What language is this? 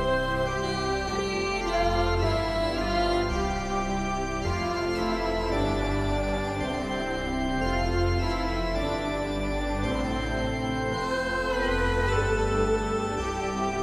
Batak Karo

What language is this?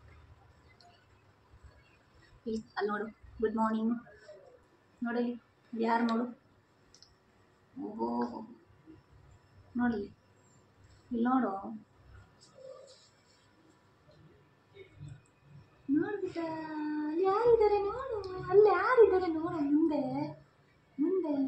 Kannada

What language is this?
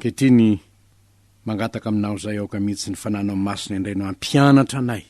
Malagasy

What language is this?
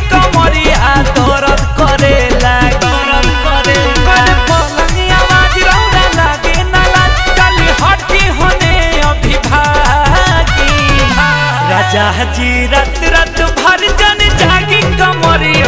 Bhojpuri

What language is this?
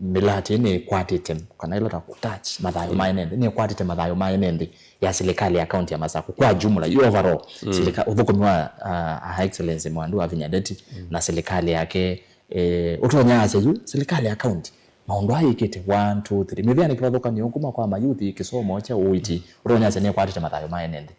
Kamba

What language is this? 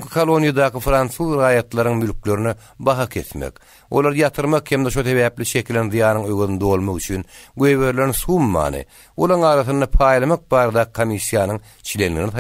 Turkmen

